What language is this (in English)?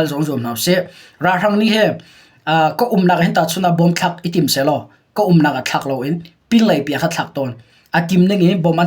Hakha Chin